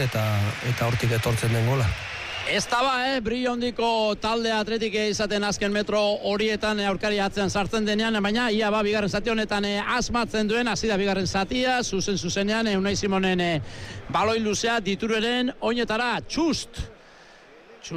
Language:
Basque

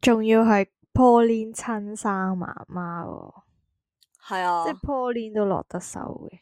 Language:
Cantonese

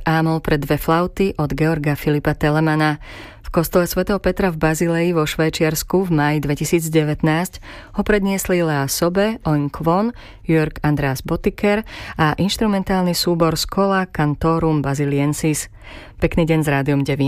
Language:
Slovak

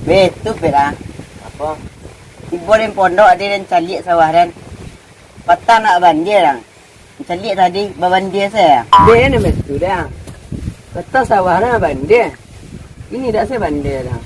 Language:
Minangkabau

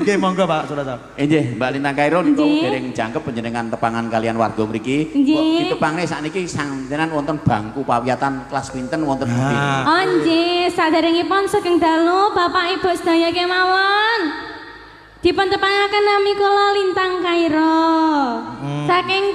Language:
Javanese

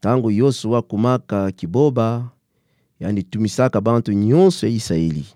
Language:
Kituba (Democratic Republic of Congo)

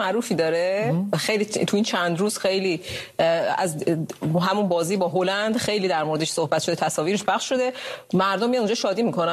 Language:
Persian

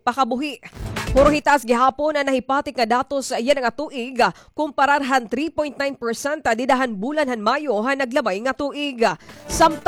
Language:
Waray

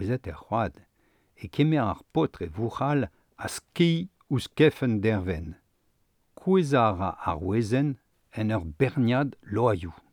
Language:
Breton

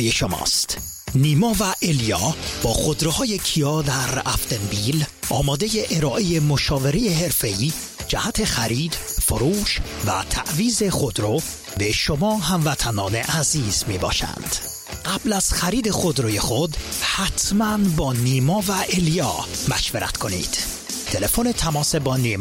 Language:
Persian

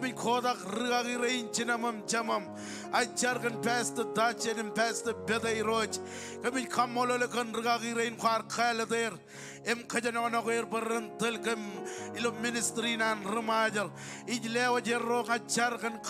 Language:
Marshallese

